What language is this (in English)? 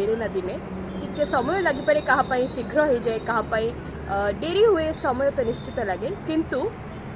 Odia